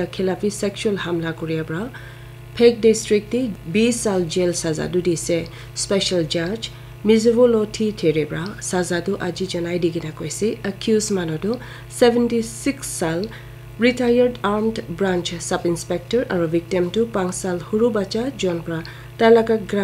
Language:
Naga Pidgin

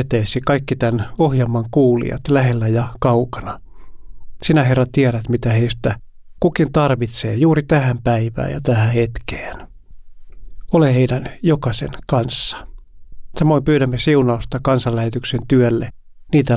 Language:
Finnish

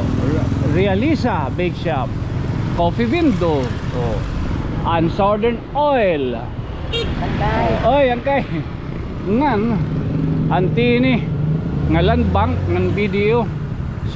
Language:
Waray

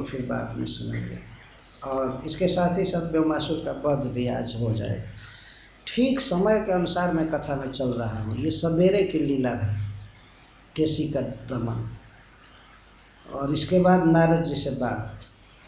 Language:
Hindi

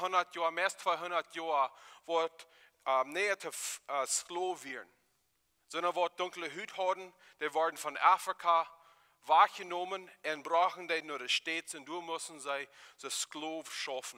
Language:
Plautdietsch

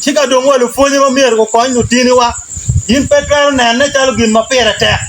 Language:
Acoli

